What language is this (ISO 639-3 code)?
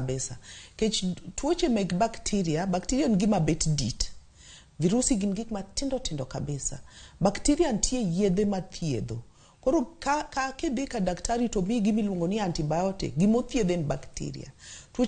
luo